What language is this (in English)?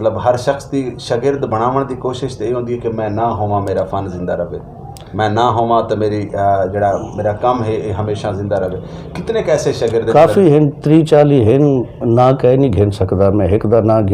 Saraiki